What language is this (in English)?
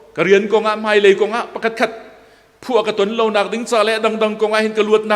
Hakha Chin